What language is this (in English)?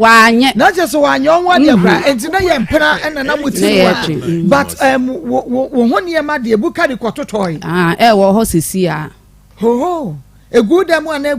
Akan